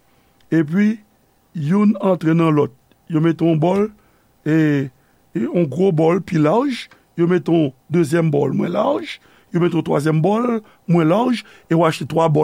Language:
Haitian Creole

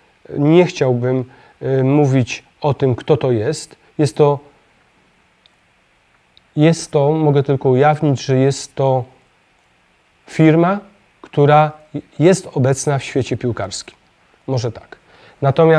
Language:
Polish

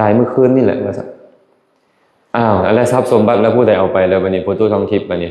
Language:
Lao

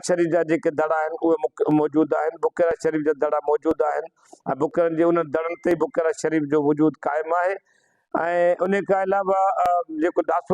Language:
Sindhi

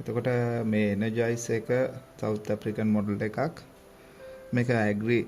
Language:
Sinhala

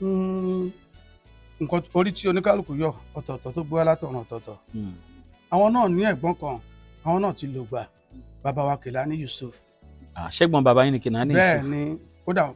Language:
Yoruba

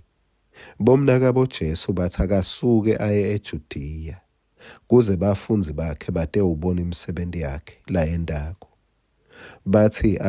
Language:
Swati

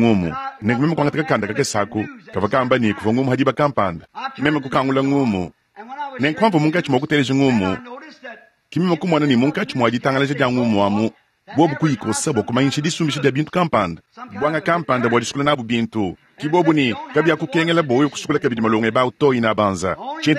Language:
Luba-Lulua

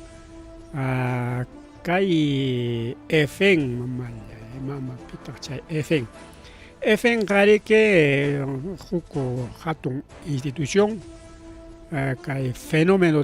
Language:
Ayacucho Quechua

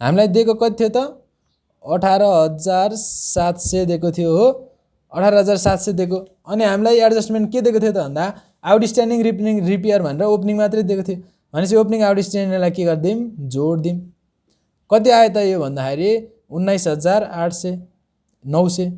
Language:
Nepali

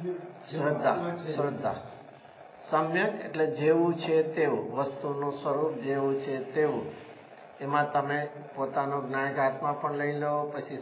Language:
Gujarati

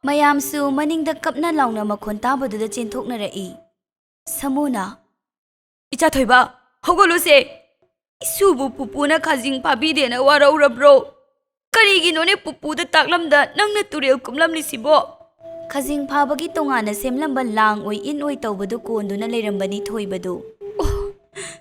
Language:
Manipuri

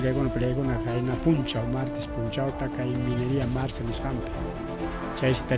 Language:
Ayacucho Quechua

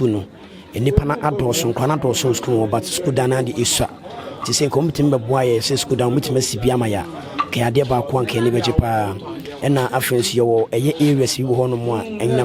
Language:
Akan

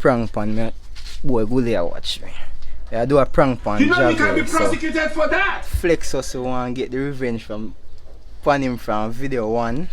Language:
Jamaican Creole English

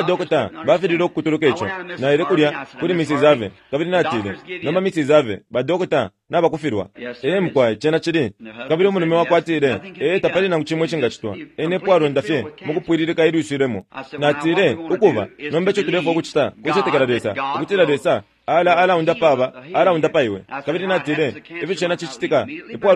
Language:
Bemba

